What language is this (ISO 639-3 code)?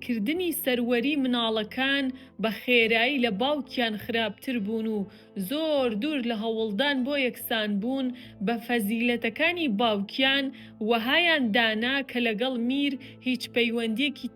ckb